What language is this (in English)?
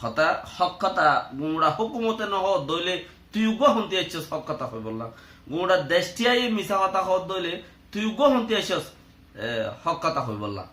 Rohingya